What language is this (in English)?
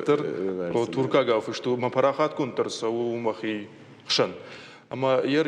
Ossetic